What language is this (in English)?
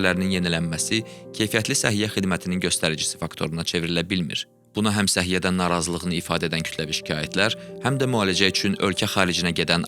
Azerbaijani